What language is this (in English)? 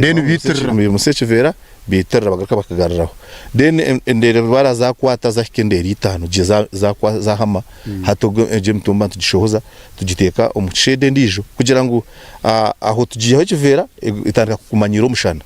Nyankole